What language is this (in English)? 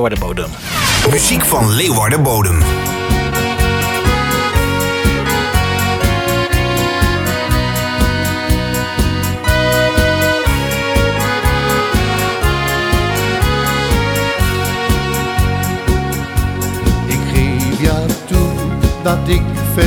Dutch